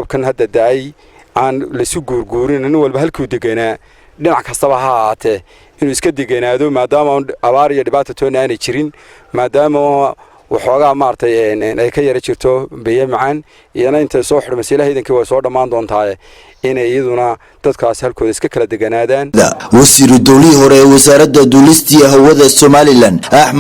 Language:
Somali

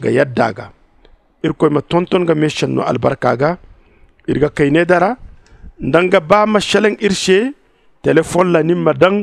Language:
Zarma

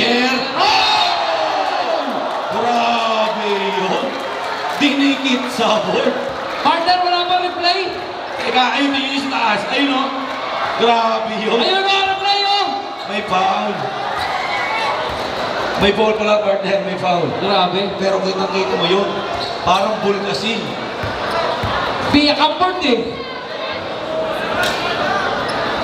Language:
Filipino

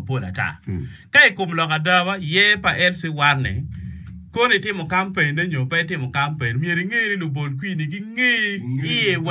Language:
Acoli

